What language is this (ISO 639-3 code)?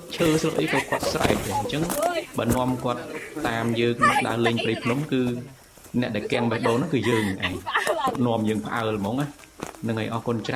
khm